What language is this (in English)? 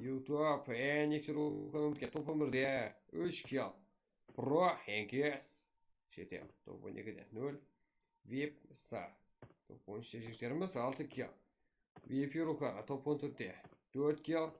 Kara-Kalpak